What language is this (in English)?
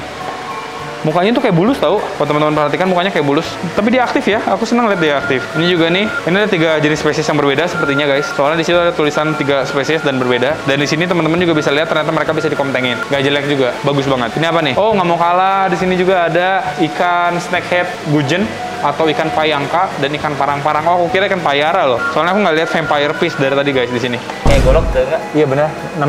Indonesian